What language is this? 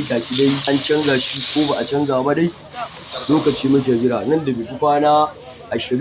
Hausa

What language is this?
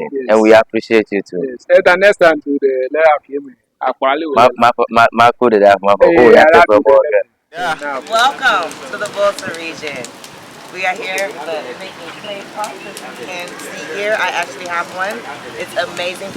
Ewe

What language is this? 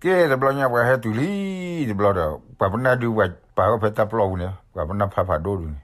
S'gaw Karen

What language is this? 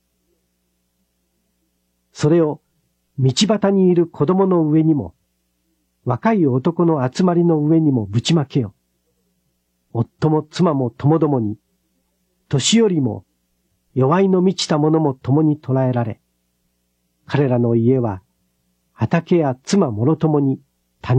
Japanese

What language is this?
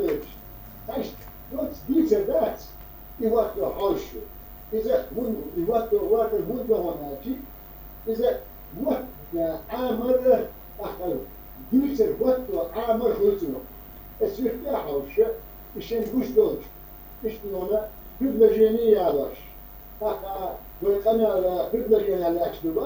Chechen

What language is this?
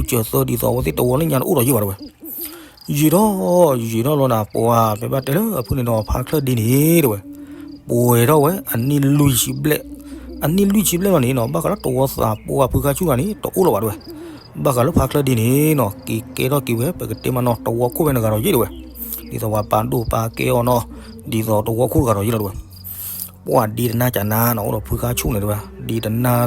S'gaw Karen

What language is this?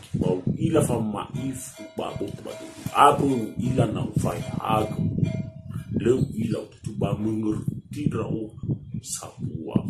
Nias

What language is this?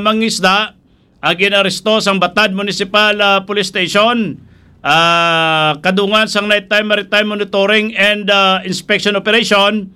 Hiligaynon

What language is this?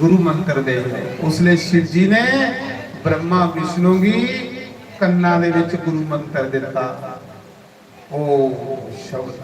Dogri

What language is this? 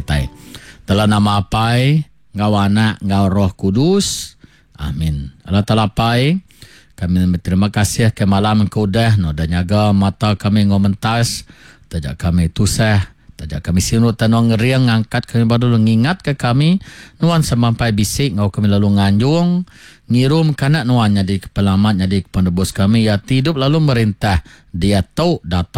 Iban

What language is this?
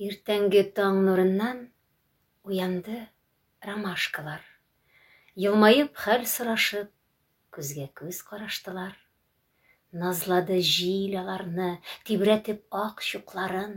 Tatar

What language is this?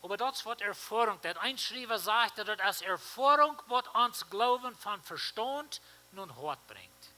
Plautdietsch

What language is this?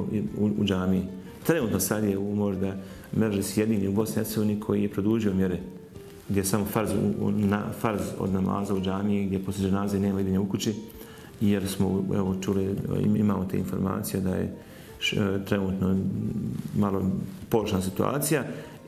Bosnian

